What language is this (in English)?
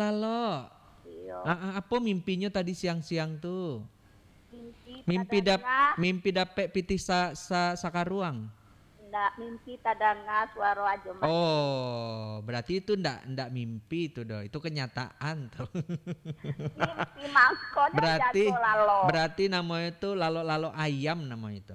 Minangkabau